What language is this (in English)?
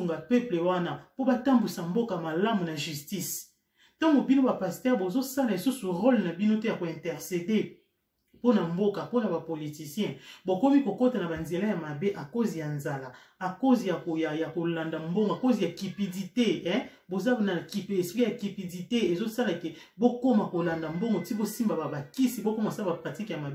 Lingala